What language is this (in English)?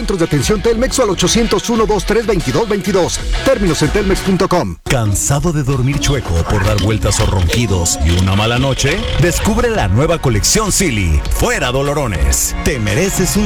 Spanish